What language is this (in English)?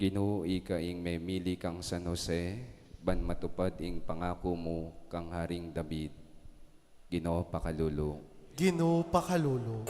Pampanga